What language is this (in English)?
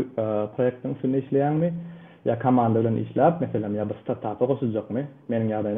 Turkmen